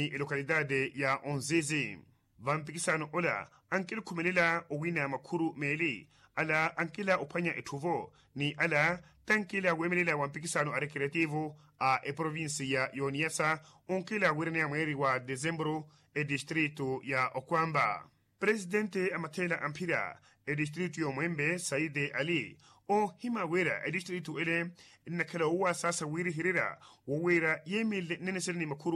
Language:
Makhuwa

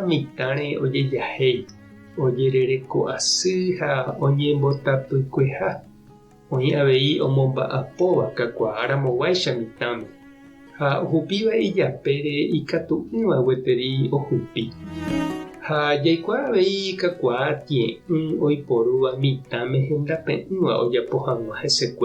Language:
Guarani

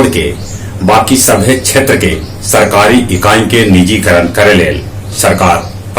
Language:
Magahi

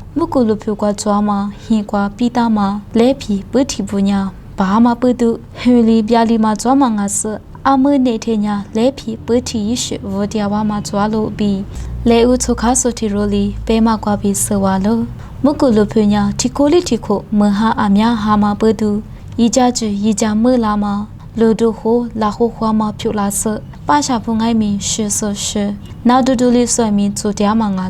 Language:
Lisu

